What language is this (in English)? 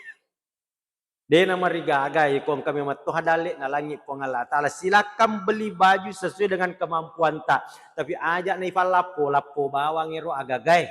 Buginese